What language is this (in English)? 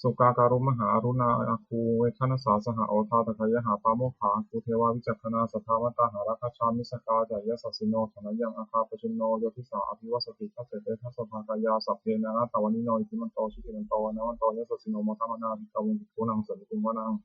Pali